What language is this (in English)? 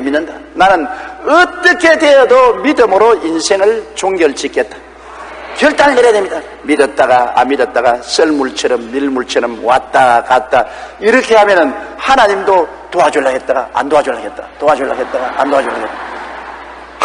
Korean